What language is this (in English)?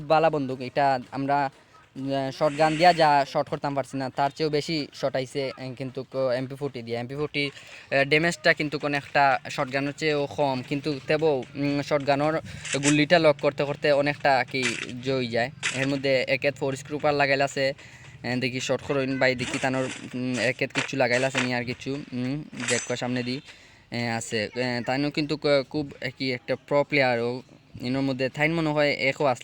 Sylheti